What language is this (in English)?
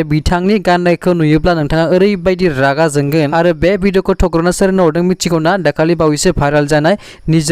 Bodo